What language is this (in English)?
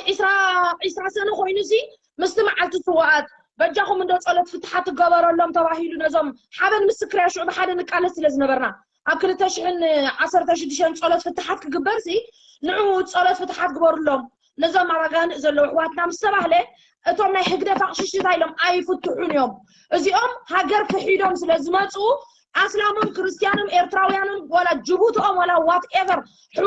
Tigrinya